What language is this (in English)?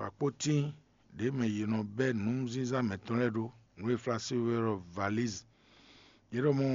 Fon